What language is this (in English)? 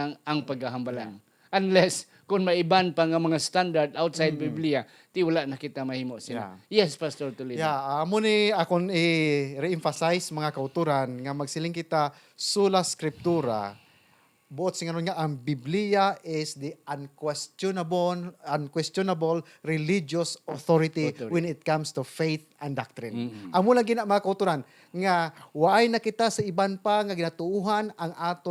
Hiligaynon